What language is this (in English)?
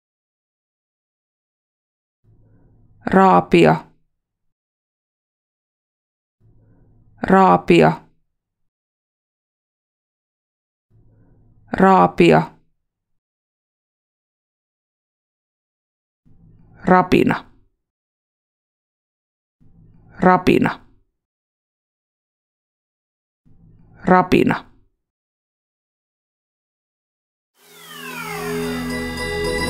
Finnish